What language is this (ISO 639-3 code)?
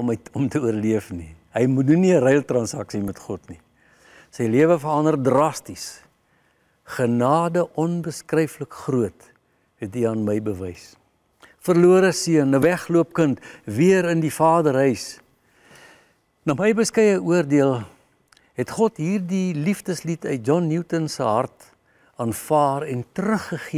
afr